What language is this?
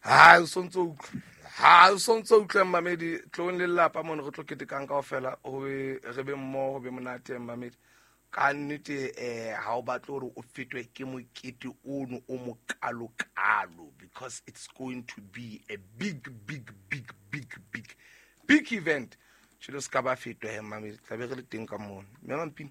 Southern Sotho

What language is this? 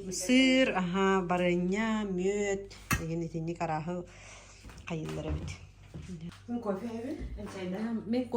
Yakut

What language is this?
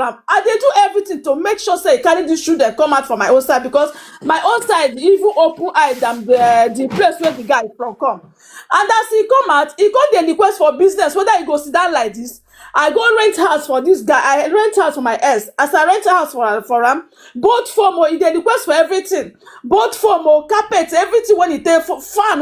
Nigerian Pidgin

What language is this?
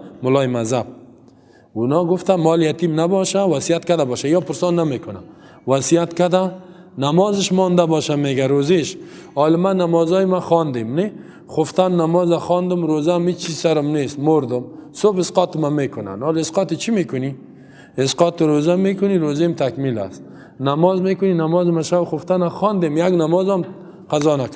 Persian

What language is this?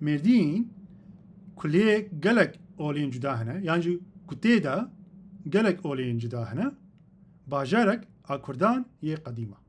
Kurdish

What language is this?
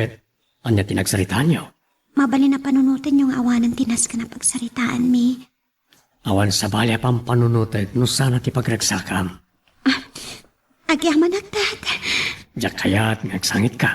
Iloko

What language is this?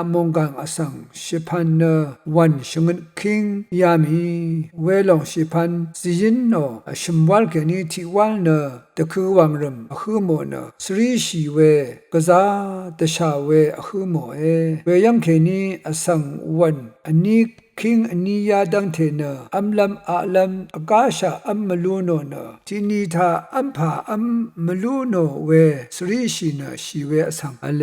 Rawang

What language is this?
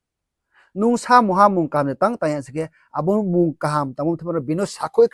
Riang (India)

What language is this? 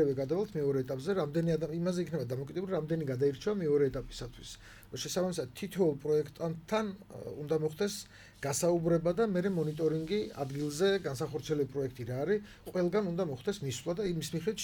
Georgian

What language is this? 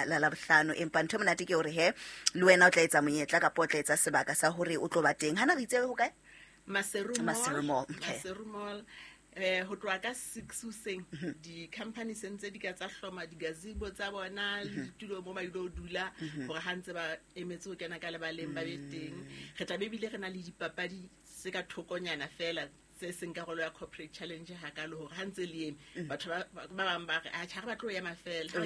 Southern Sotho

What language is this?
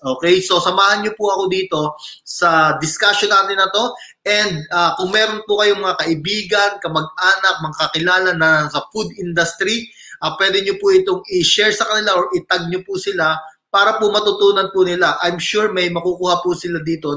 Filipino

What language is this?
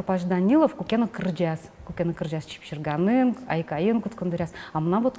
Udmurt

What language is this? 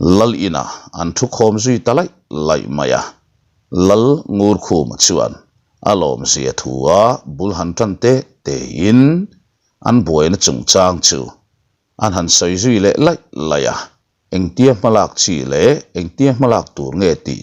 Mizo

